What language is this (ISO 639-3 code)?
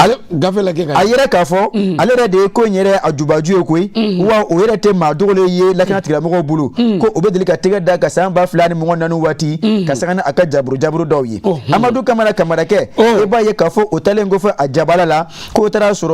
bam